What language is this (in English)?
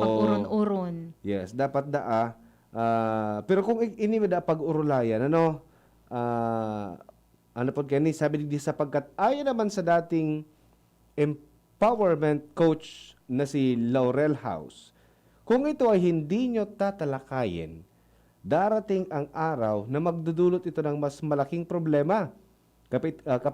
Bikol